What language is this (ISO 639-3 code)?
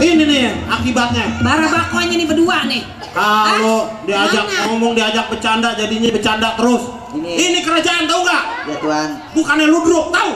bew